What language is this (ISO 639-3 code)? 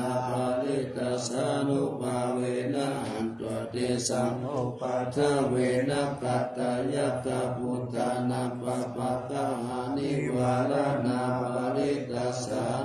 pli